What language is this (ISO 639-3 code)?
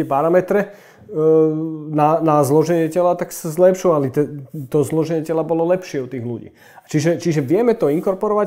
slk